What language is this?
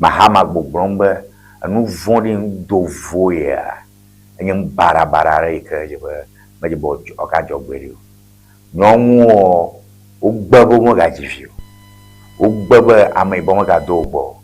Ewe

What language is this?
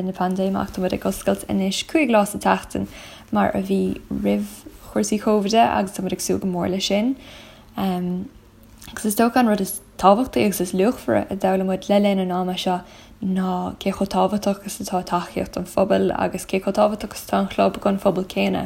Irish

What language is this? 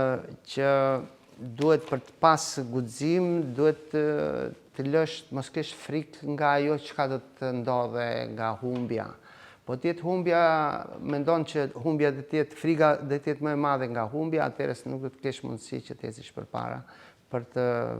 Albanian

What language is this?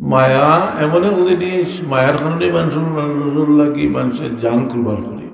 Sylheti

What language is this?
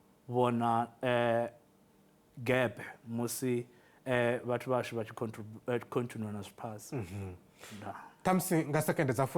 Venda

